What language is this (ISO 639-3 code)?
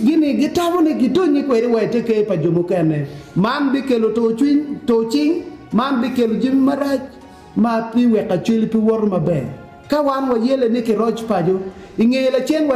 ach